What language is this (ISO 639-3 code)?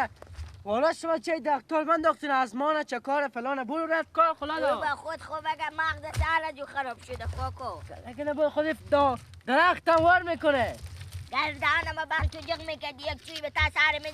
fas